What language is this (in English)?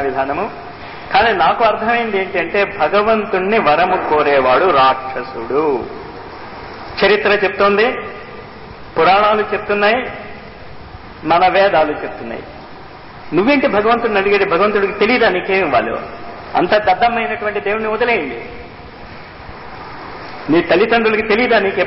Telugu